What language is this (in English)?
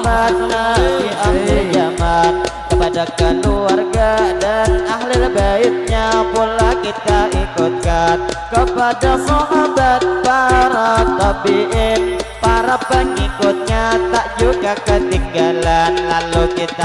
Banjar